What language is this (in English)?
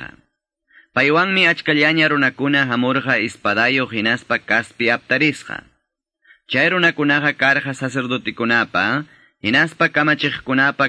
Quechua